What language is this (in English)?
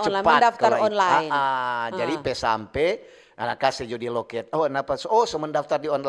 Manado Malay